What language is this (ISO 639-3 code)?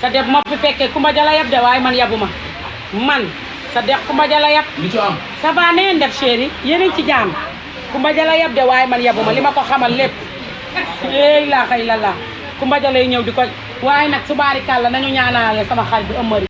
wol